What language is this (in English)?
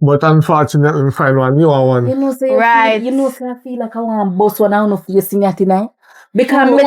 Jamaican Creole English